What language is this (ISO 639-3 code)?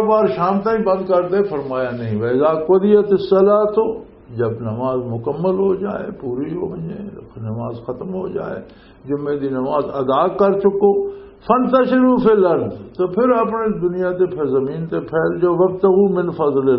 lah